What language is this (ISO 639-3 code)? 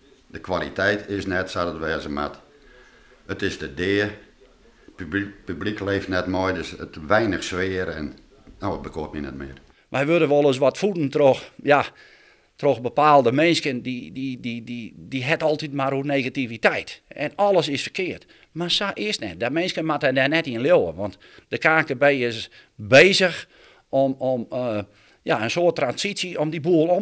fry